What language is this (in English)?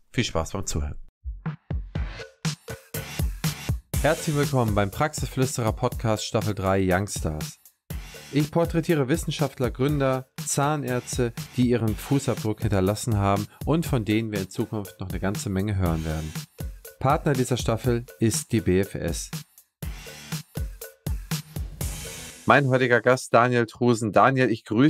German